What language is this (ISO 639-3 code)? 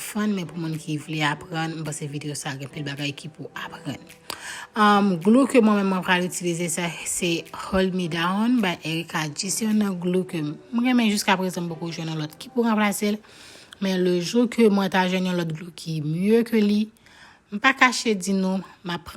hat